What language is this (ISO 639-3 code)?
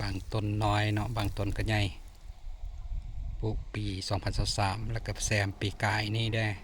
lao